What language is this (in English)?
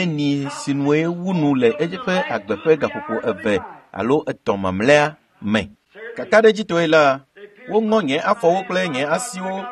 Ewe